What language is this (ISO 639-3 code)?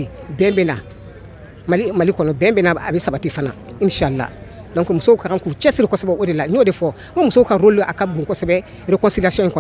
bam